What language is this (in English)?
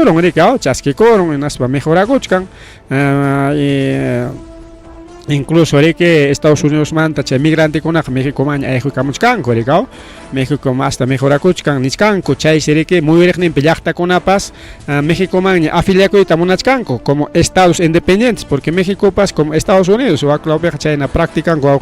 Ayacucho Quechua